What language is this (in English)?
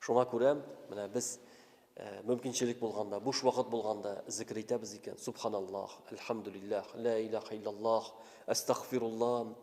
Tatar